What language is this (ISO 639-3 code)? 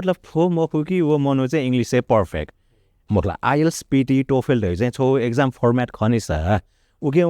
new